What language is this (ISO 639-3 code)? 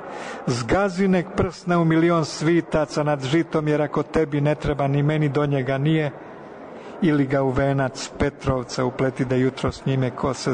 srp